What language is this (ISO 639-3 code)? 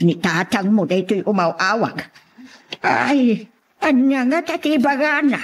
ilo